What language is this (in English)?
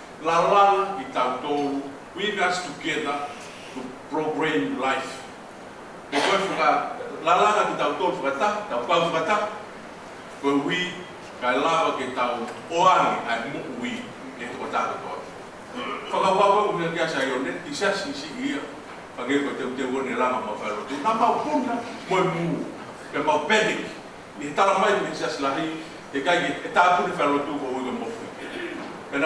Tongan